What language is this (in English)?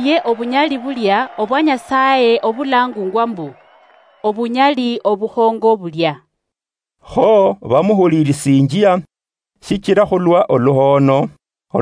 Luyia